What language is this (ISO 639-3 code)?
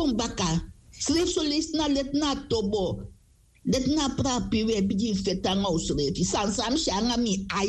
srn